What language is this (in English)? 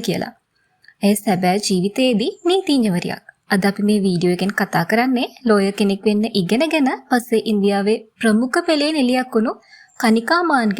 Sinhala